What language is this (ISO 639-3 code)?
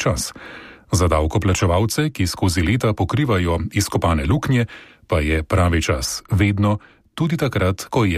slv